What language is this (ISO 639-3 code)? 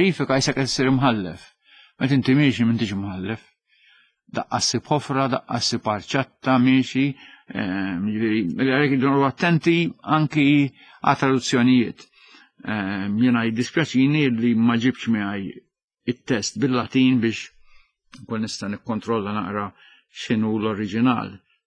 mlt